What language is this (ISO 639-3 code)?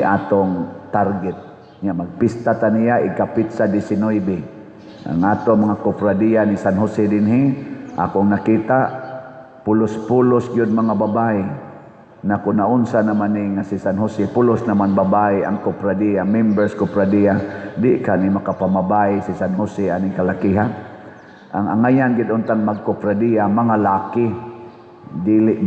ceb